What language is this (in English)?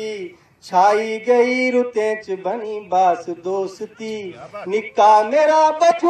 Dogri